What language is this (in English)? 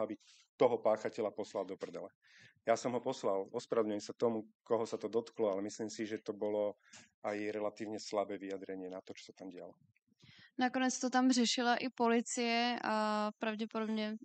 Slovak